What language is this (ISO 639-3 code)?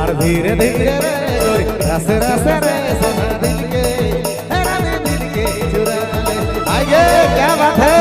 sck